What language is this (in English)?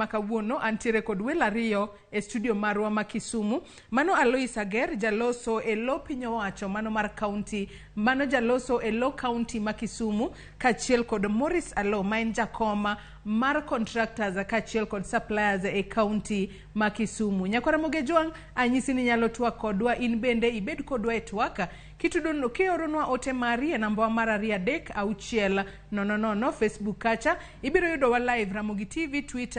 Luo (Kenya and Tanzania)